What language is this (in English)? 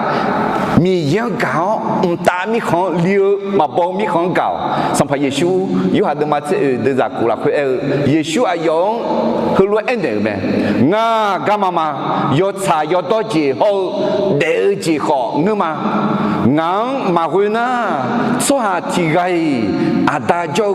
Akha